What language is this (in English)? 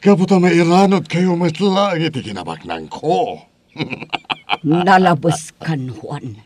Iloko